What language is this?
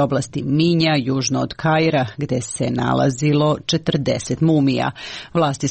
Serbian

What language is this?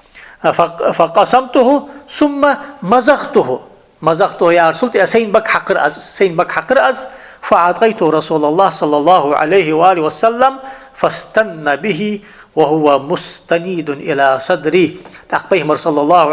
Ingush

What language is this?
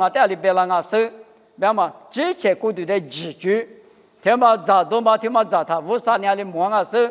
Lisu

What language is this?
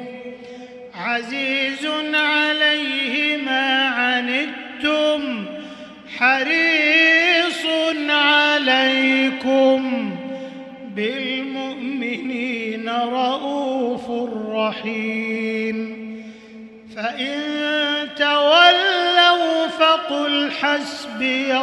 Arabic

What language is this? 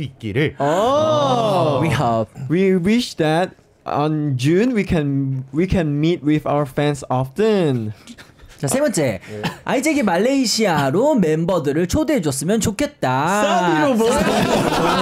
Korean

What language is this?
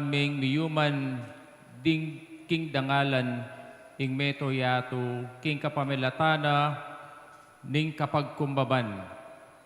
Pampanga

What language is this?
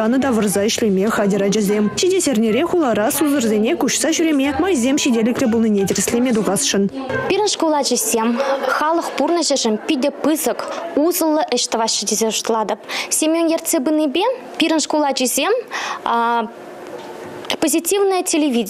Chuvash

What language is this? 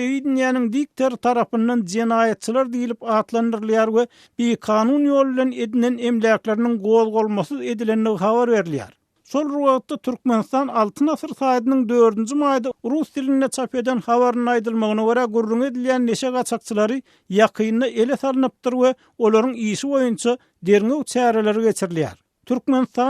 Turkmen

